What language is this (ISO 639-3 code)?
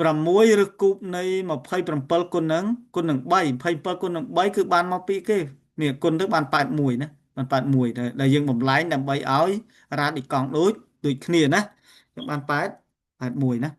khm